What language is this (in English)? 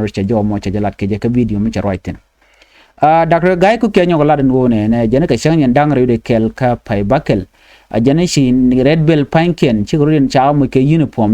Nuer